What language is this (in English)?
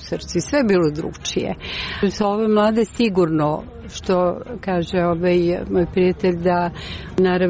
Serbian